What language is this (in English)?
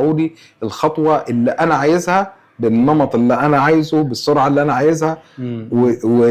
Egyptian Arabic